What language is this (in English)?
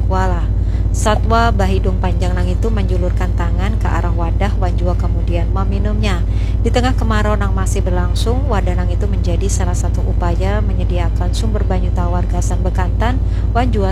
Banjar